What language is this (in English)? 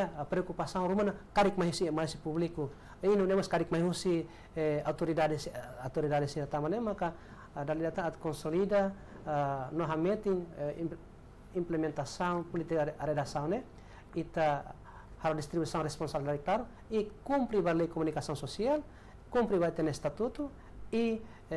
Tetum